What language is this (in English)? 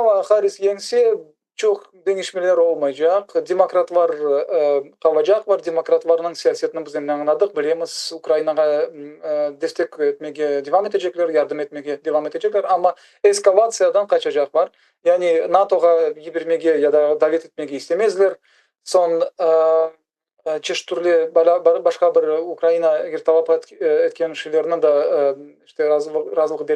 Crimean Tatar